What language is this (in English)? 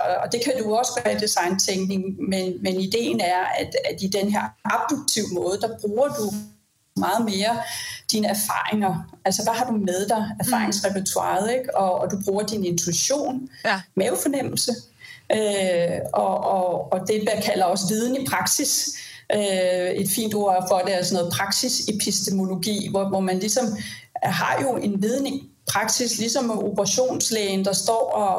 Danish